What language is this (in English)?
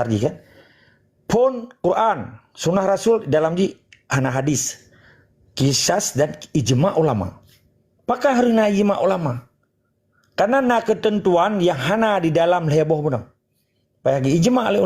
Achinese